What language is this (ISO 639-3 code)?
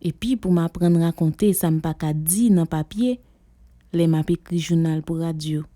hat